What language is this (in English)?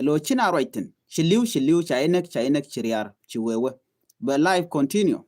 Nuer